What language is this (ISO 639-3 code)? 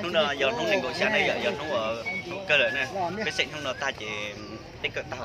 hmn